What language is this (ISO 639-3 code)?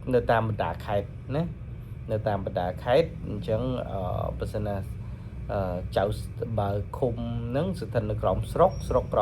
khm